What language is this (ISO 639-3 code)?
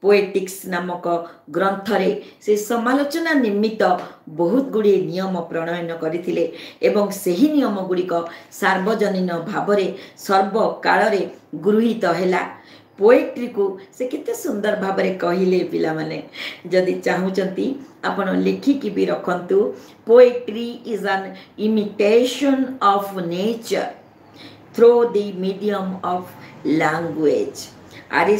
ori